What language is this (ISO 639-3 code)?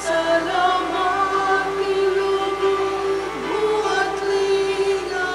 pam